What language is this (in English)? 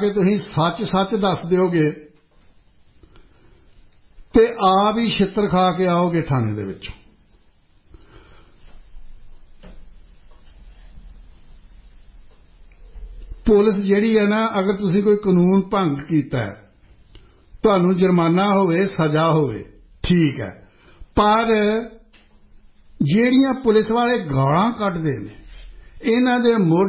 Punjabi